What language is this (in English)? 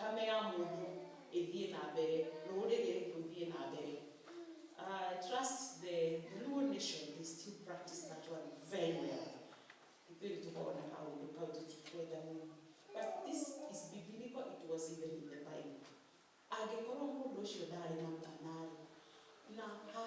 Kikuyu